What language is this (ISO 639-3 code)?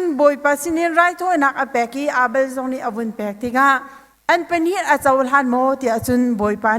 cnh